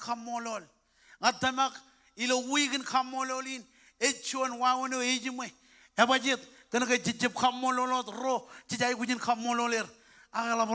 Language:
Marshallese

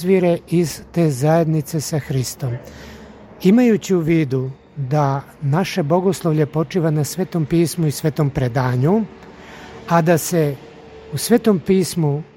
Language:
Serbian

